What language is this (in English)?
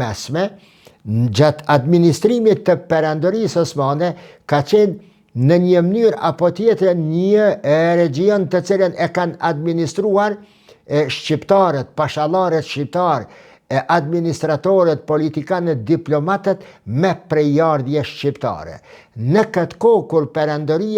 Albanian